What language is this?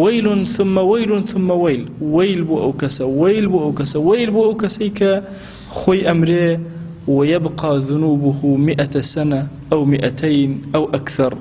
Central Kurdish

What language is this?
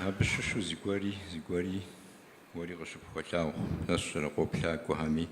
Kabardian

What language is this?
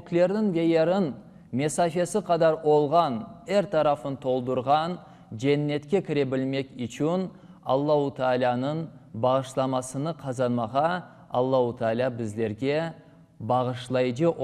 Crimean Tatar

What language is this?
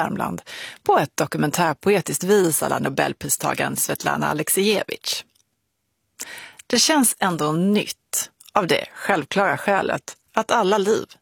Swedish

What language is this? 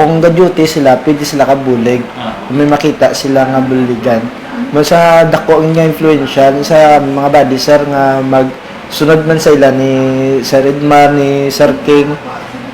Hiligaynon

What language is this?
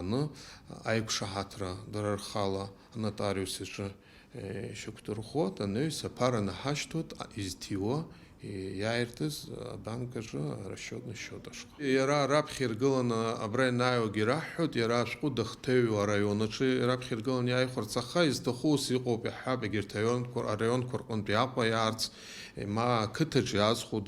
Abkhazian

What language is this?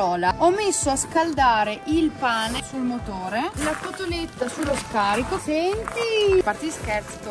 Italian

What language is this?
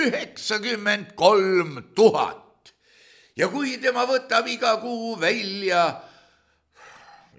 Estonian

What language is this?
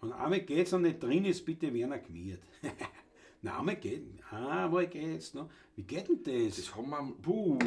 Bavarian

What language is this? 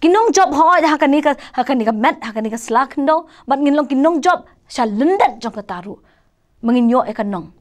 Khasi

